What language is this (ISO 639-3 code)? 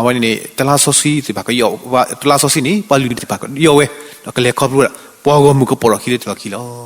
ksw